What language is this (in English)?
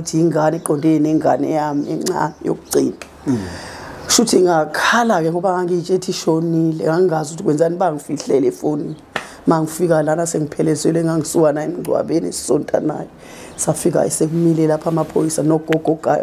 Zulu